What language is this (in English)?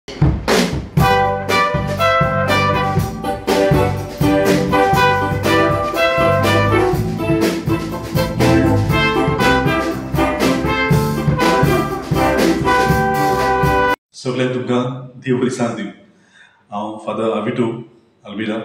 Konkani